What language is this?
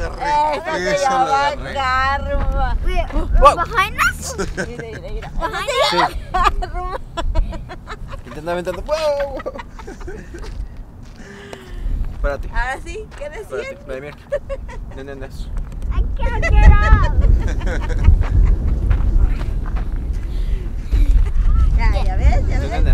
Spanish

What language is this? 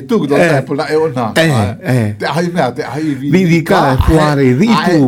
Galician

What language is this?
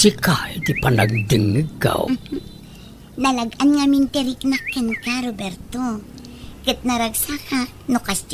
Iloko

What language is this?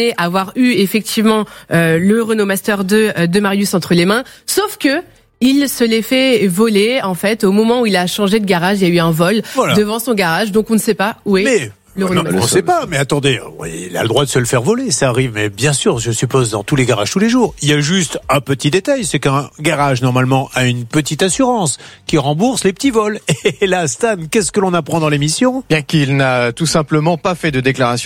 French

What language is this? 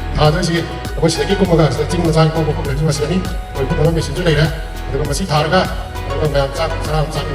Manipuri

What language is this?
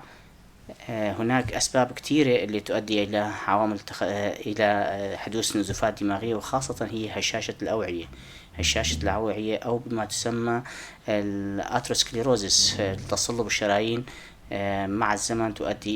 North Levantine Arabic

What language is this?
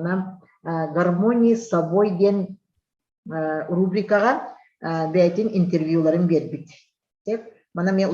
Yakut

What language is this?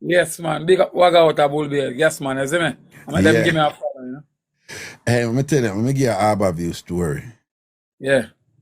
Jamaican Creole English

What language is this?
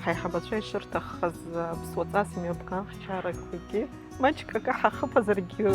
Abkhazian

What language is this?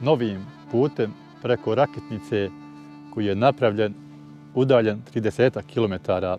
Bosnian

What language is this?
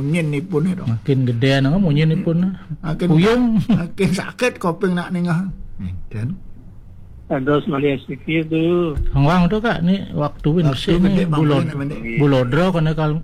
Balinese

